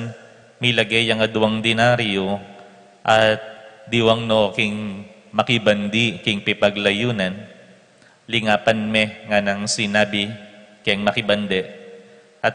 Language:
Pampanga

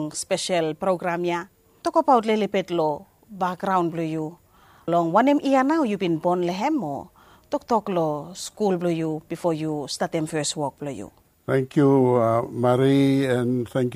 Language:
Bislama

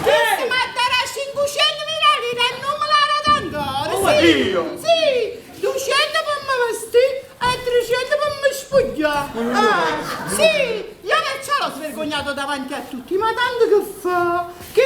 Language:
Neapolitan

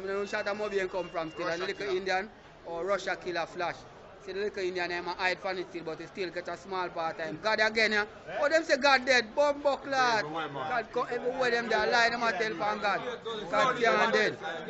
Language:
Jamaican Creole English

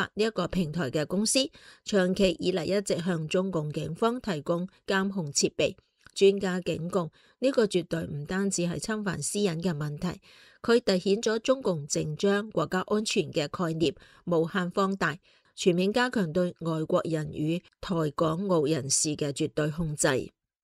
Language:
Cantonese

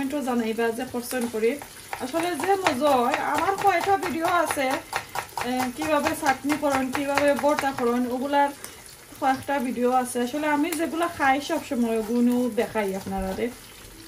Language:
Sylheti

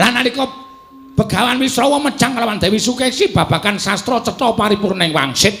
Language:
Javanese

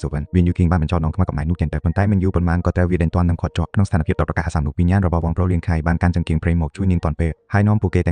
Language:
Khmer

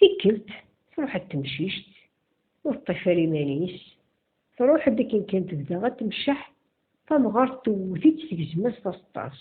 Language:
Kabyle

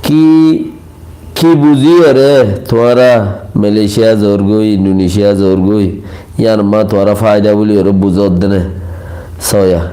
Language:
Rohingya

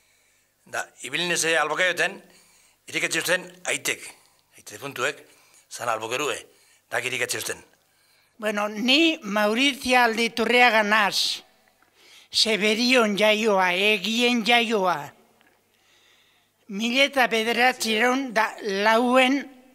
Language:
Basque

